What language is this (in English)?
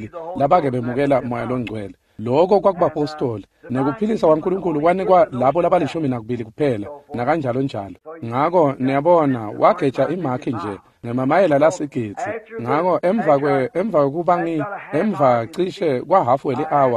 Swati